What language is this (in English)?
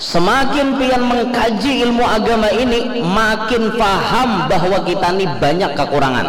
Banjar